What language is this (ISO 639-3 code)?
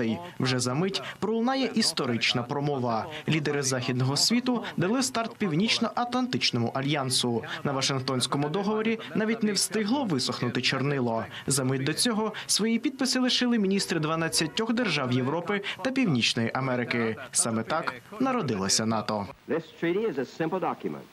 ukr